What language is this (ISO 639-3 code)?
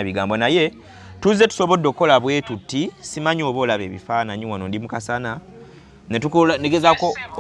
lug